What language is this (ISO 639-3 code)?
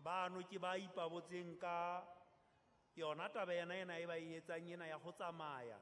sot